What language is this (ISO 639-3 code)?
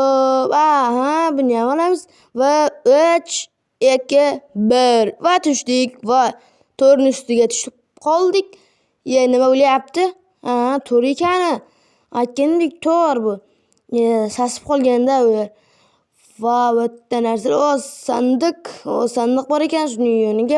uzb